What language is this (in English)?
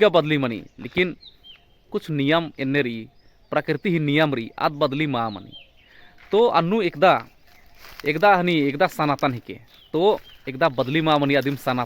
Kurukh